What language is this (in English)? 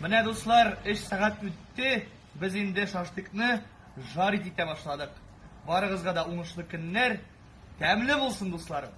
Tatar